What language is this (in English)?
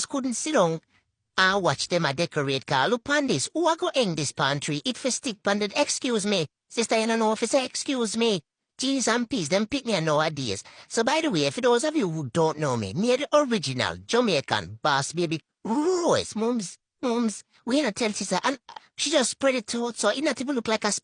Jamaican Creole English